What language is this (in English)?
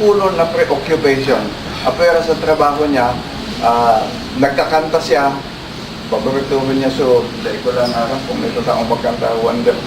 Bikol